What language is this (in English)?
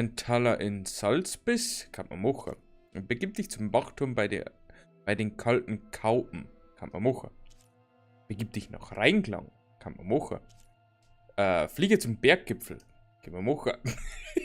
Bavarian